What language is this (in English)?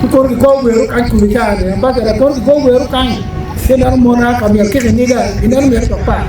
Acoli